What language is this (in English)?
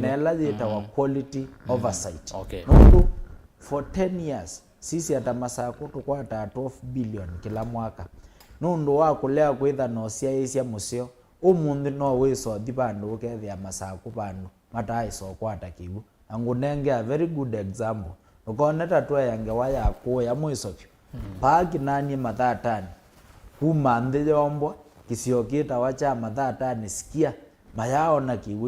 Kamba